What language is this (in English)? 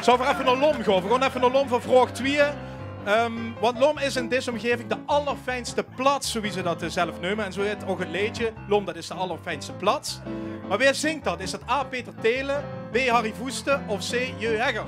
Limburgish